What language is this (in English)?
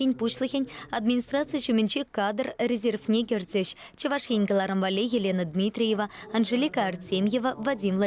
Chuvash